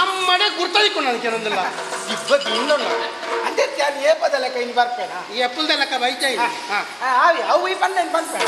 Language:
Tulu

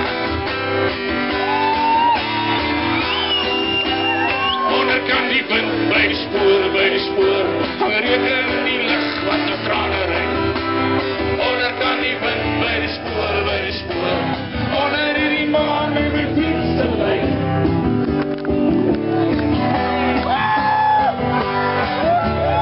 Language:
Afrikaans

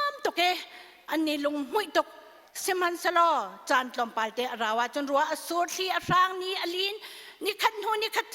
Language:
Hakha Chin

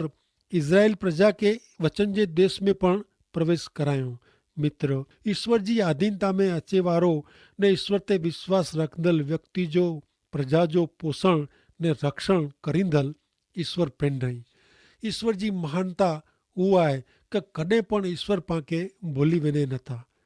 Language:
Kachhi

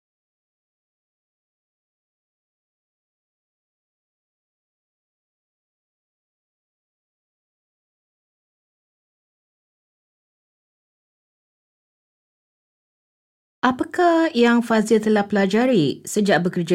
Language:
Malay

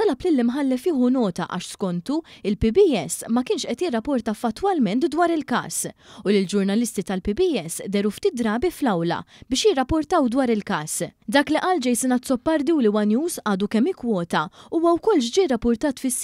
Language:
Maltese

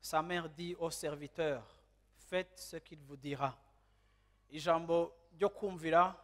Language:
Rundi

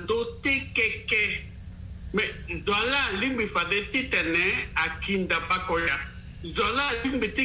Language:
Sango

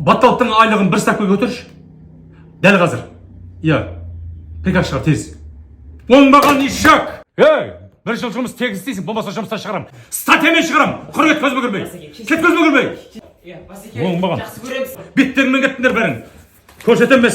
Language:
Kazakh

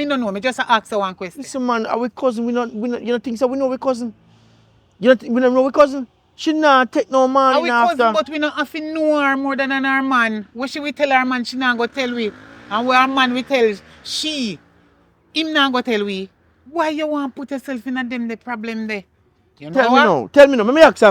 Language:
Jamaican Creole English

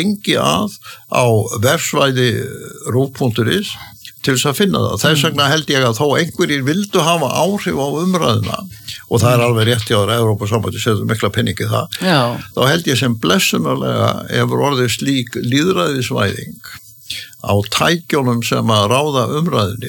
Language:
Icelandic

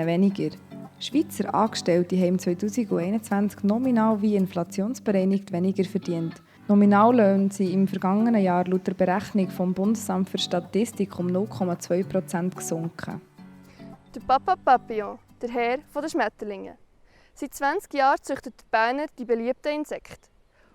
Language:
Swiss German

